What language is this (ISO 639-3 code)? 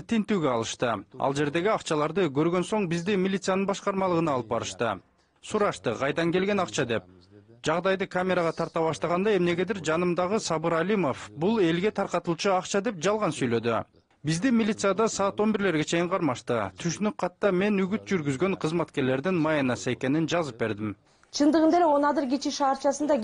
kir